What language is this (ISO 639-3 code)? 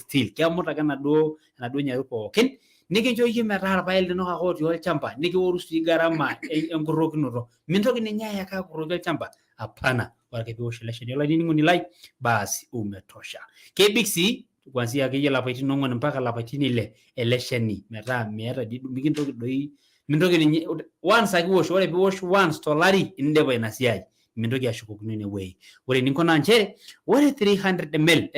mas